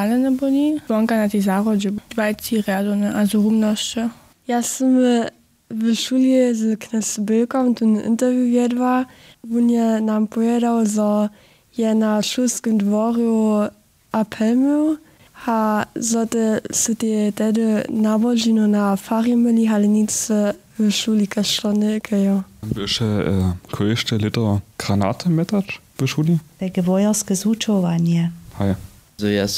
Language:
Upper Sorbian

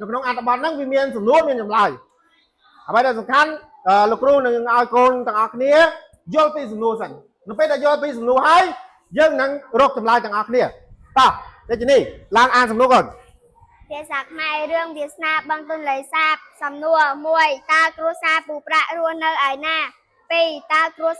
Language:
Khmer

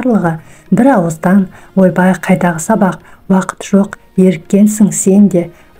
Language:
Kazakh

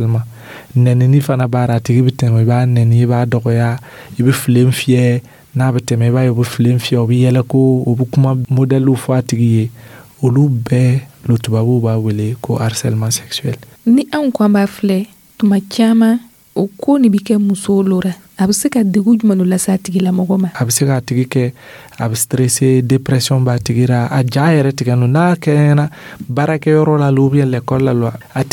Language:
Dyula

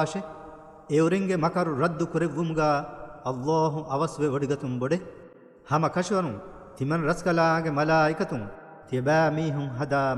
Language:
Divehi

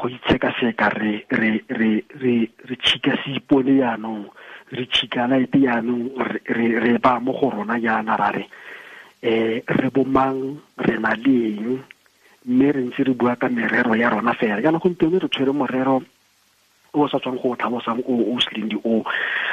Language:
Tswana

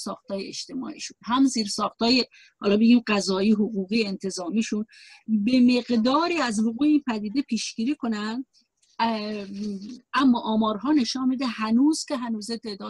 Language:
Persian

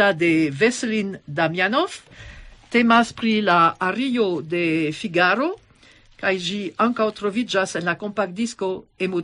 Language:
Esperanto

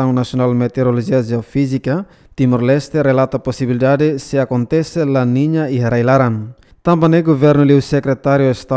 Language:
Tetum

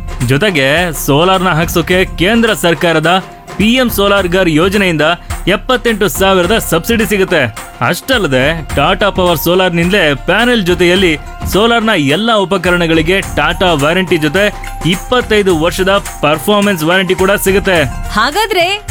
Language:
Kannada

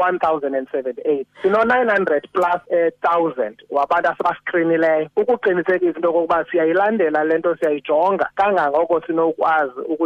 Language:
Xhosa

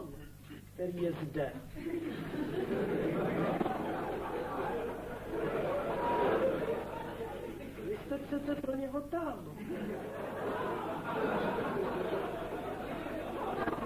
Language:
Czech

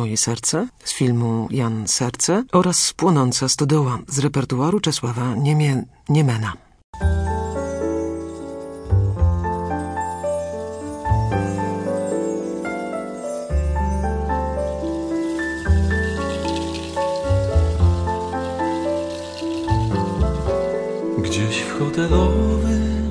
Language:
Polish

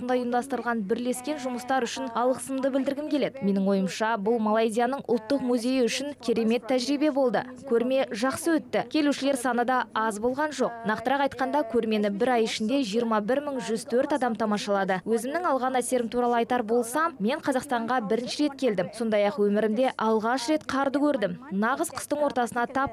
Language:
Kazakh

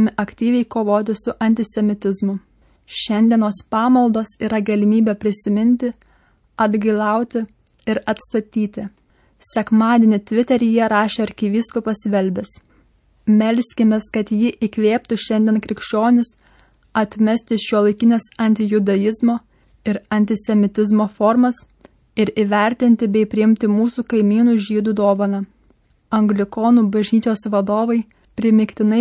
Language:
Lithuanian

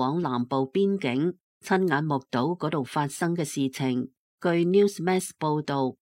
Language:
Cantonese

